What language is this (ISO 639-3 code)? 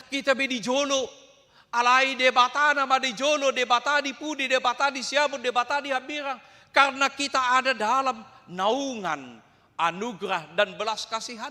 bbc